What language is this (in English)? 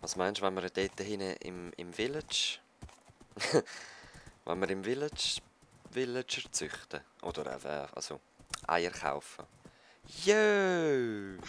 Swiss German